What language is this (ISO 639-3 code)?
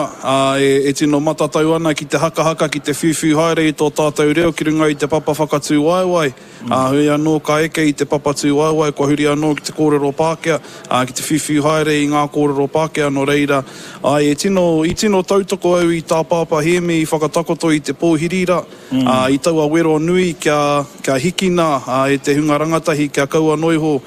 mri